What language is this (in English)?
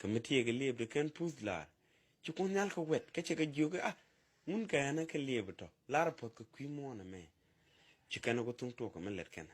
Nuer